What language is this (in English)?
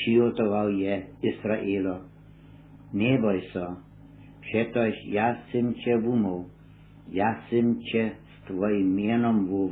Upper Sorbian